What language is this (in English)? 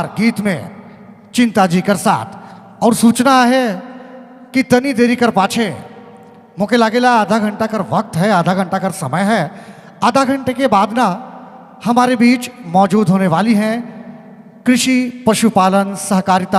Sadri